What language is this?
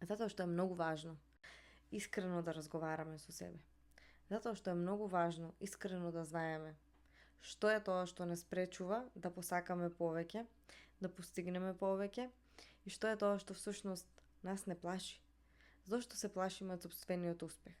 Macedonian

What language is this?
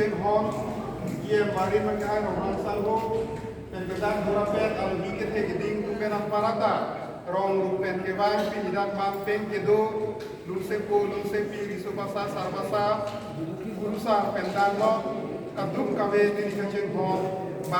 Karbi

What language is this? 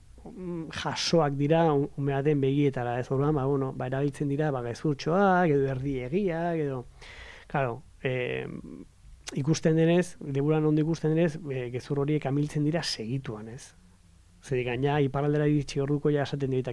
Basque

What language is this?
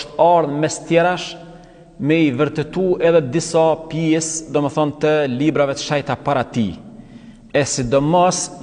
Albanian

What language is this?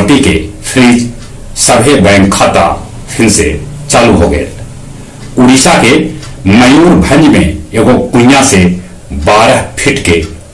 Magahi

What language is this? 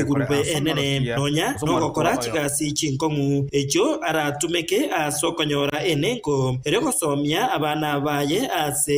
Gusii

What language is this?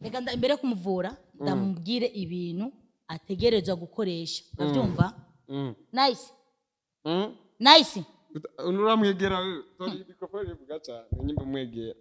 Rundi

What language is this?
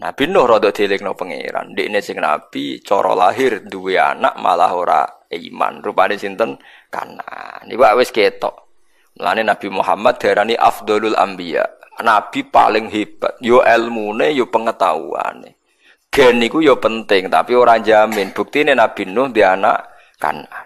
Javanese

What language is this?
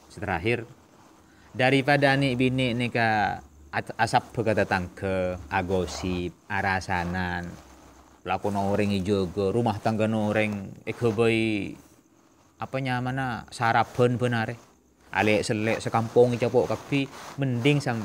Madurese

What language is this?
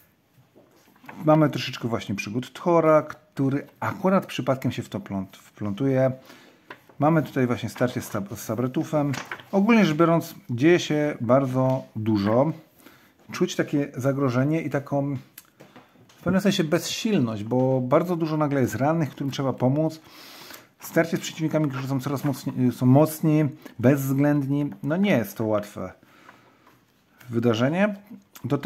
Polish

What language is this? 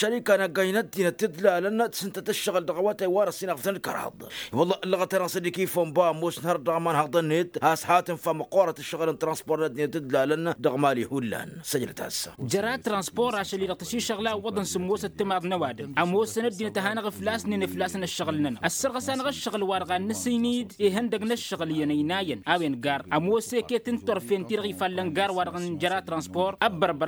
Tamasheq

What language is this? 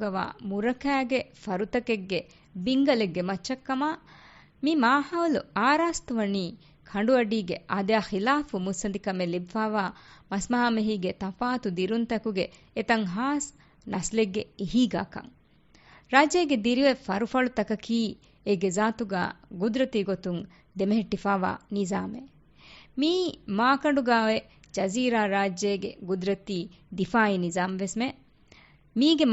Divehi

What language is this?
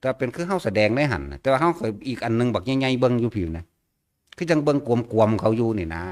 Northeastern Thai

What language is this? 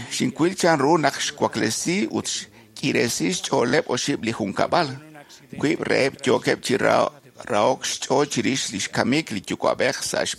Kekchí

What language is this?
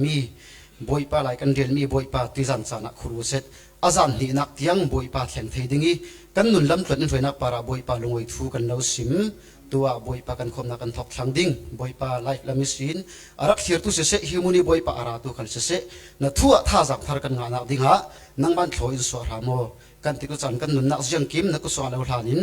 Falam Chin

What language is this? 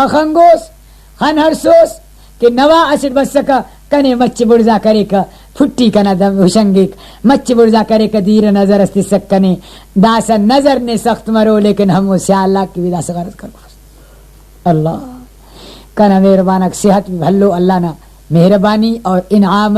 Brahui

